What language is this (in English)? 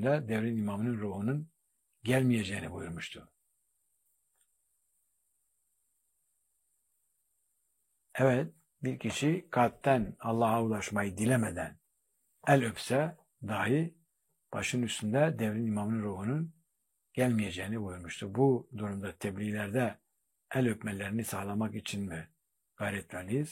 Turkish